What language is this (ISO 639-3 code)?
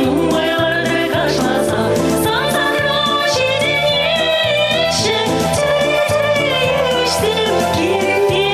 chv